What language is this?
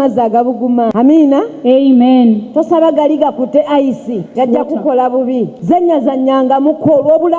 Ganda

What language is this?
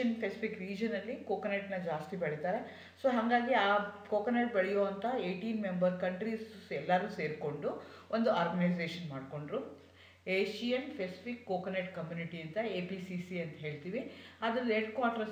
Kannada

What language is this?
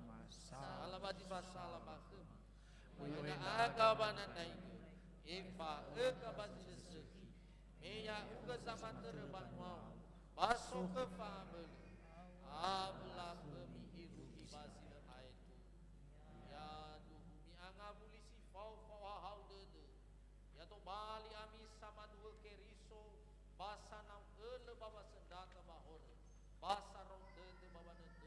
Nias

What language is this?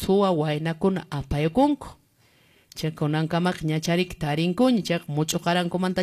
Quechua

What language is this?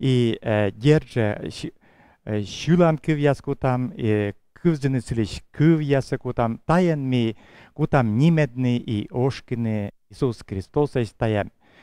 Komi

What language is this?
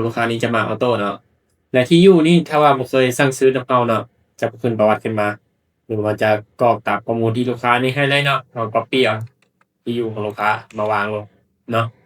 Lao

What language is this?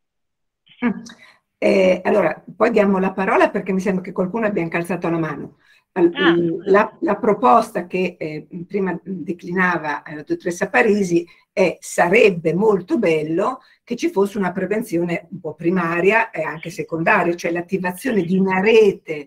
Italian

